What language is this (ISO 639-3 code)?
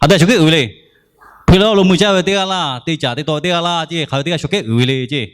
lhu